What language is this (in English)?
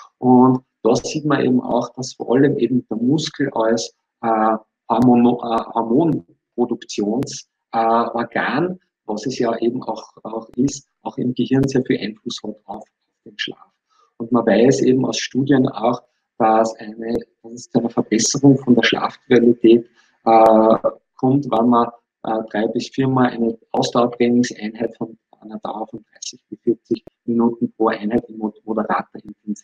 German